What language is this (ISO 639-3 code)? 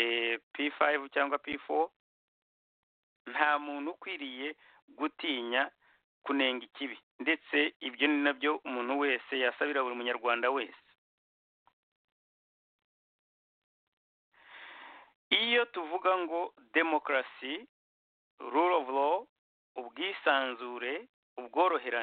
kin